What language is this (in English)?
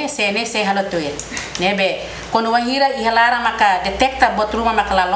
Tetum